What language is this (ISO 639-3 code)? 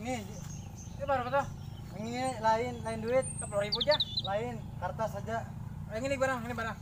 bjn